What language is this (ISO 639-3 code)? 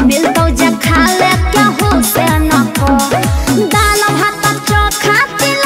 bho